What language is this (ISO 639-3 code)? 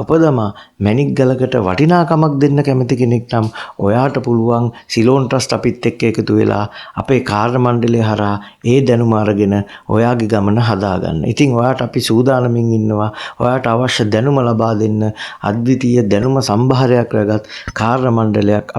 sin